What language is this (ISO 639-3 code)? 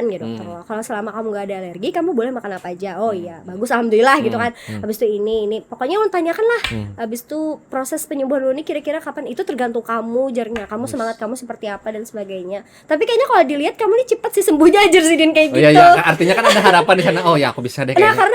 bjn